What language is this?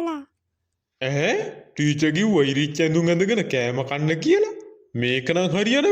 Sinhala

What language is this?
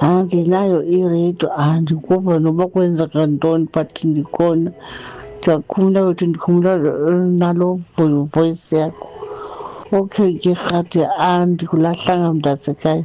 Xhosa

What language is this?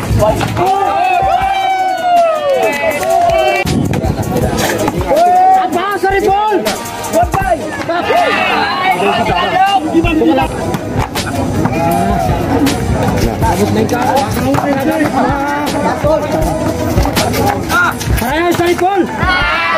Malay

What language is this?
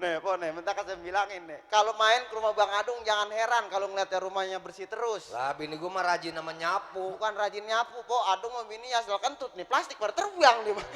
Betawi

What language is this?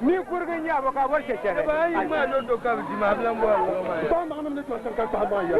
Dagbani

